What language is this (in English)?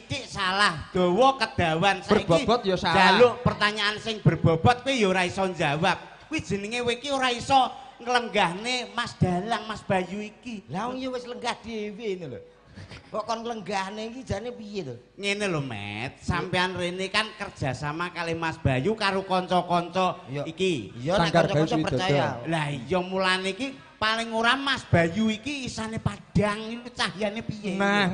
Javanese